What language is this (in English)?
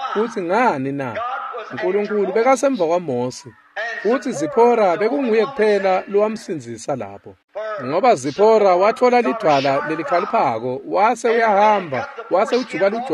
Swati